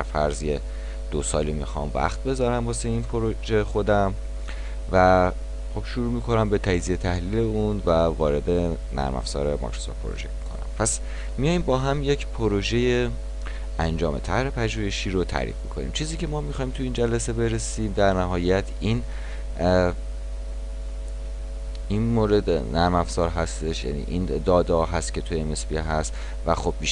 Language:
Persian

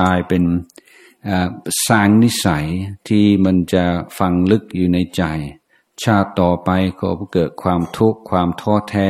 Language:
Thai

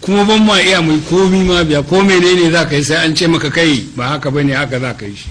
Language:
Hausa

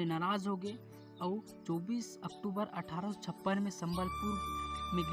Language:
Chhattisgarhi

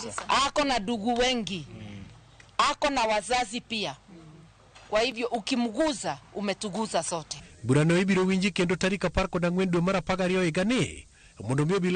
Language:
Luo (Kenya and Tanzania)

